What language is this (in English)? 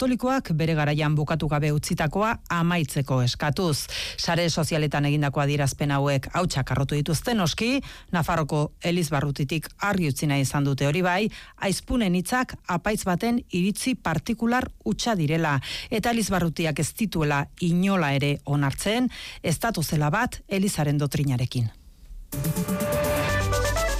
Basque